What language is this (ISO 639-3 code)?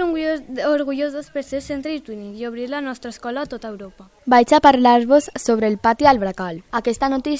cat